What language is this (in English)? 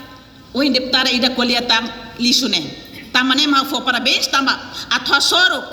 Tetum